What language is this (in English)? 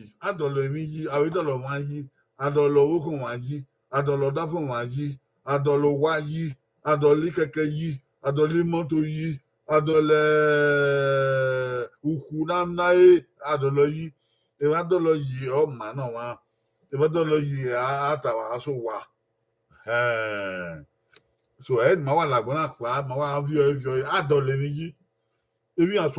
Bini